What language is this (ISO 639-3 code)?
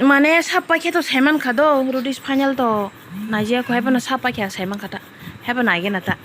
trp